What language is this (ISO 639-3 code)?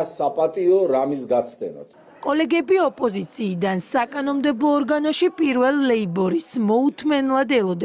kat